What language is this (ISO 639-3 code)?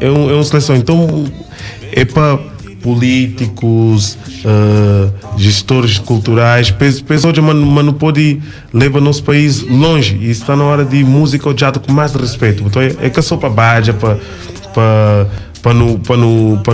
kea